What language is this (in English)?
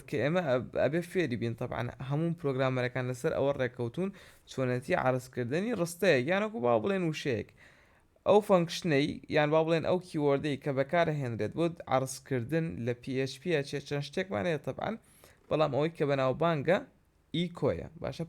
Central Kurdish